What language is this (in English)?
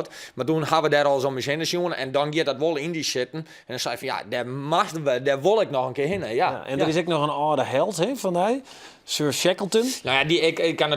Western Frisian